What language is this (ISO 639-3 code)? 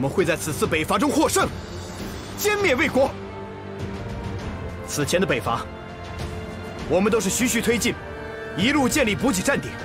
zho